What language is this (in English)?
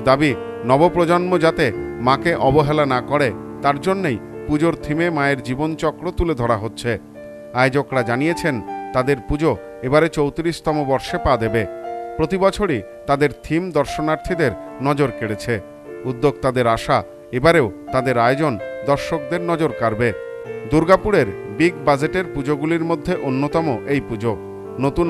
Bangla